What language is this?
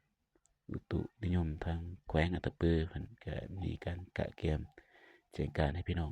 Lao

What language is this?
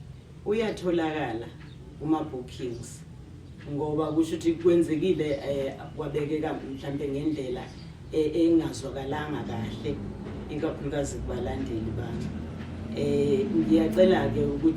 Zulu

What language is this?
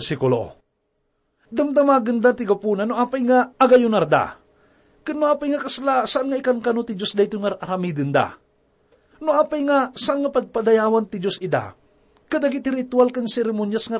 Iloko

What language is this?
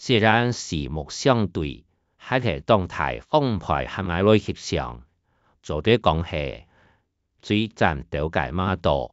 Hakka Chinese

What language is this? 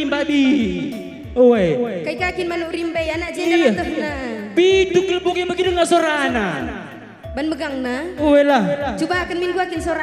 Batak Karo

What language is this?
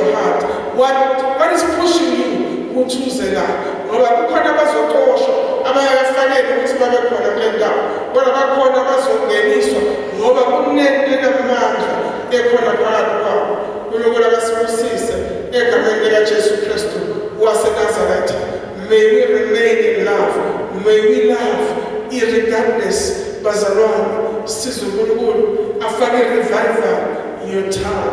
Zulu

